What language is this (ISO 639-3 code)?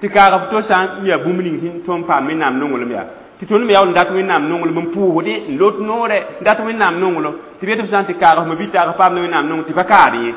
mos